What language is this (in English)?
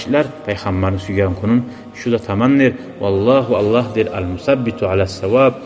Kumyk